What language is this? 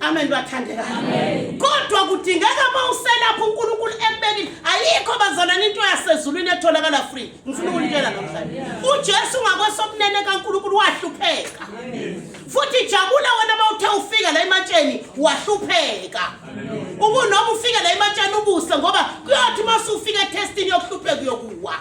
Zulu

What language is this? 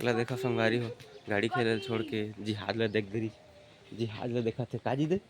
Chhattisgarhi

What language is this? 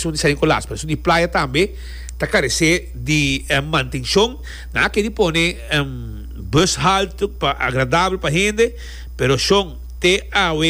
Papiamento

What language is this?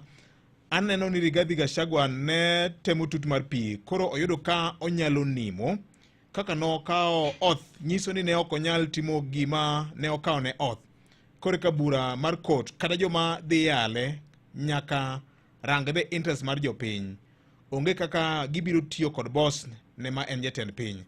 Luo (Kenya and Tanzania)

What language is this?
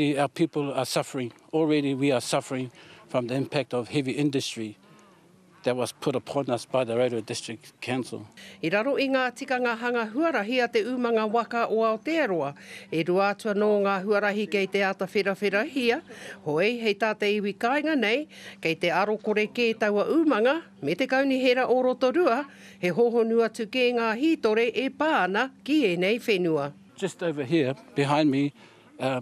Māori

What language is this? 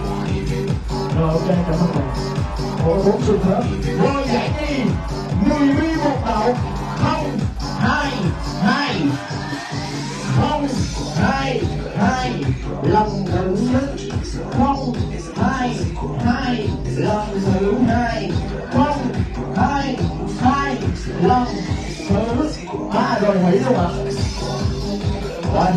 Vietnamese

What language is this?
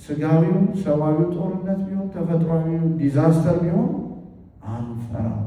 Amharic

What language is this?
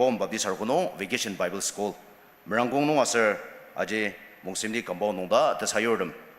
Ao Naga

